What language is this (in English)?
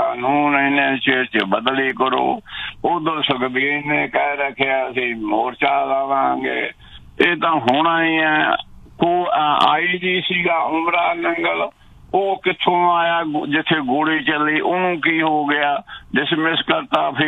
Punjabi